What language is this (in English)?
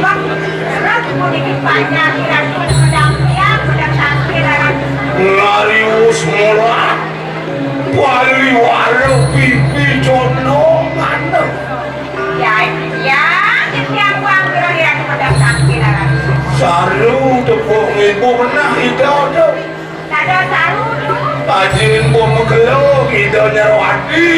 Balinese